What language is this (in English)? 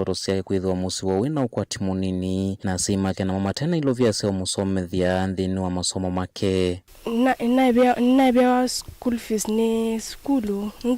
Kamba